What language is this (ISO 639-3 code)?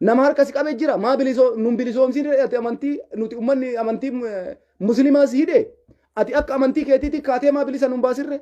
orm